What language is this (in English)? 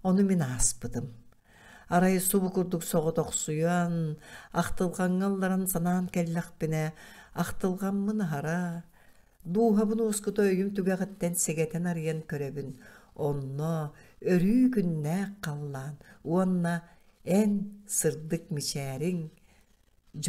Yakut